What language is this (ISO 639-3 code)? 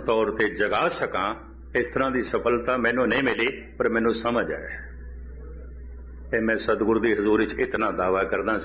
pan